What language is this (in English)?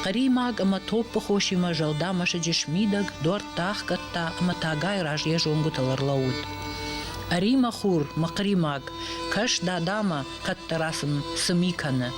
Ossetic